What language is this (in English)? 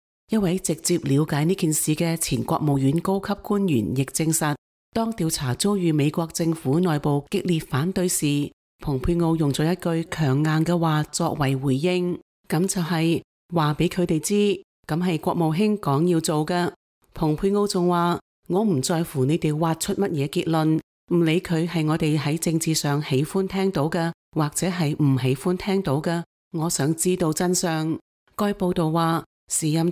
Cantonese